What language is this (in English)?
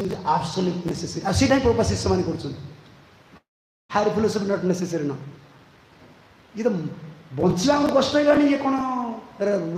Odia